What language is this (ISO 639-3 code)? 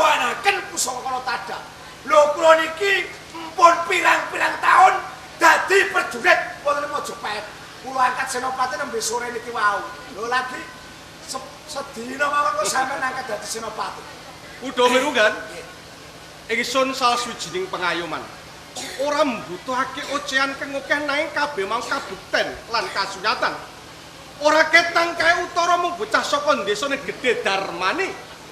jav